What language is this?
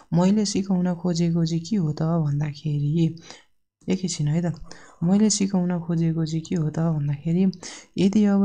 Nepali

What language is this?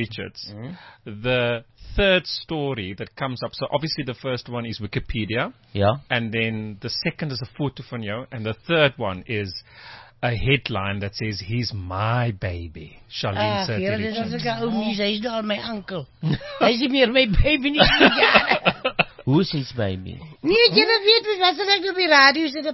Afrikaans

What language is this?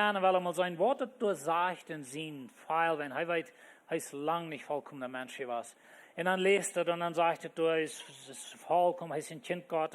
Plautdietsch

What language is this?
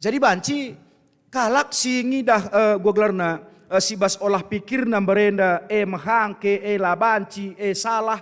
Batak Karo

